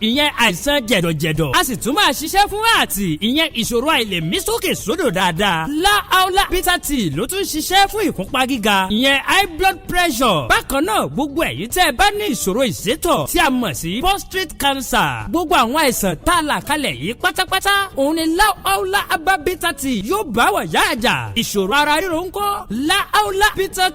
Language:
Yoruba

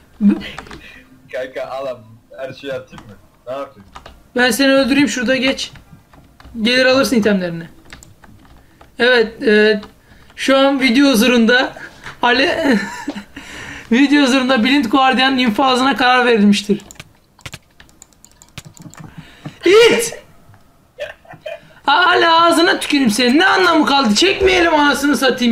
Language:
Turkish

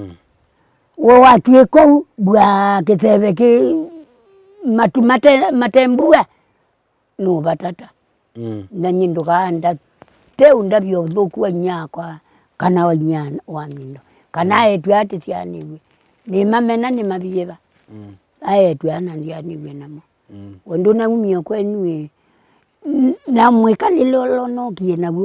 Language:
Kamba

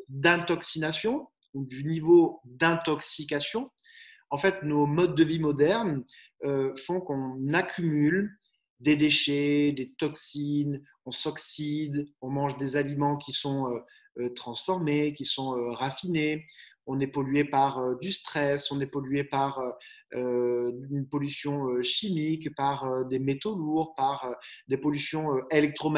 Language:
French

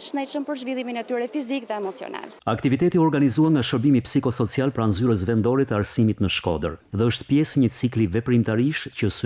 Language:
Albanian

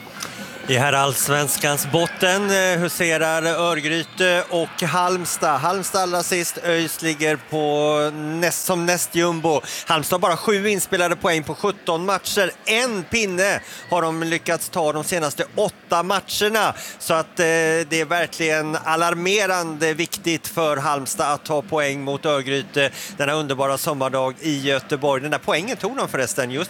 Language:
Swedish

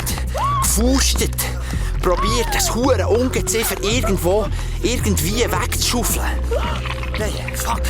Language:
Swiss German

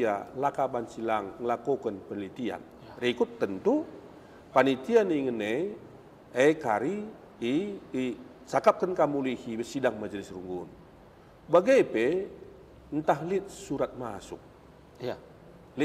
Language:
Batak Karo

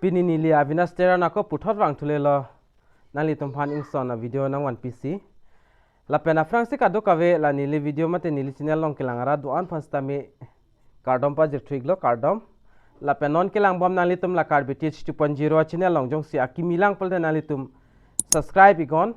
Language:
Karbi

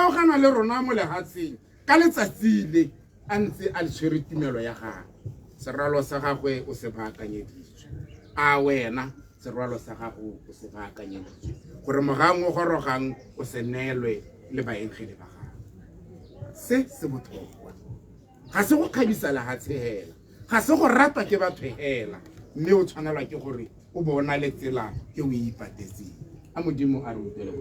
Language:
Tswana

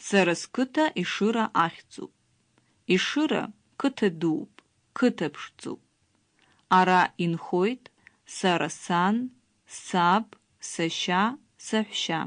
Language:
Abkhazian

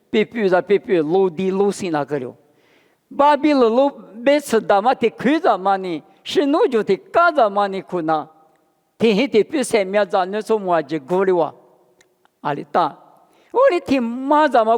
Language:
Lisu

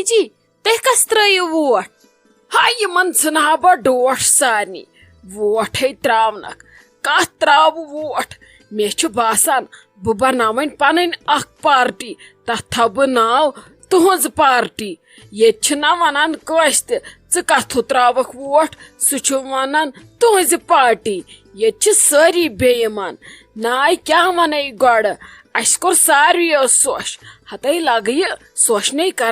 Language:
Kashmiri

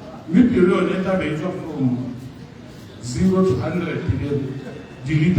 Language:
Tswana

